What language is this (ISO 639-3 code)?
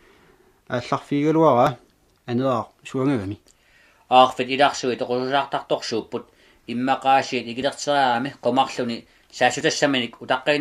kal